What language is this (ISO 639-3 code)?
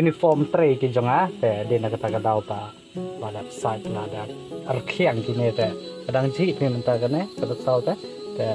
kha